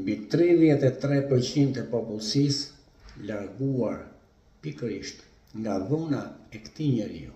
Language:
Albanian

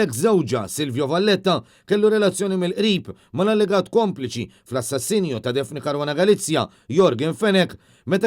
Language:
Maltese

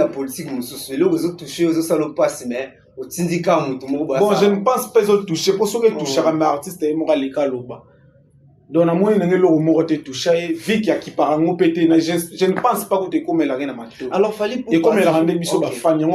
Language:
Lingala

